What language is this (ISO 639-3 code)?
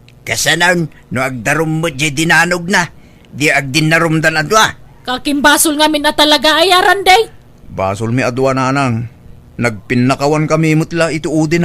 ilo